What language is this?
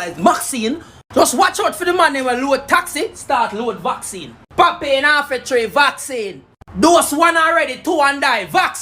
Jamaican Creole English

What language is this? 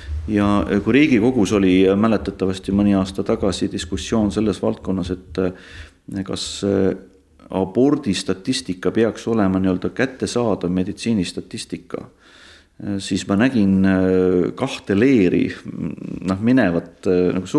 Estonian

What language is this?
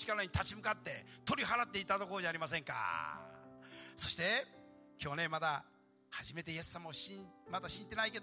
Japanese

